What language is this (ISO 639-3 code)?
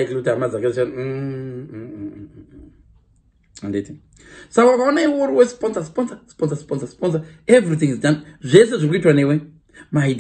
sna